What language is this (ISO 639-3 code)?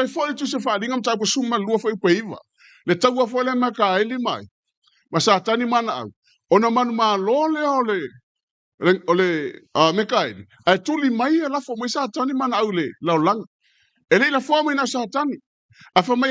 smo